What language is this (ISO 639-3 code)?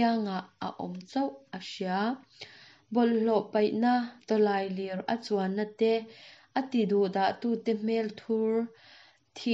lus